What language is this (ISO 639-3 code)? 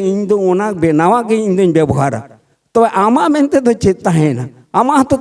sat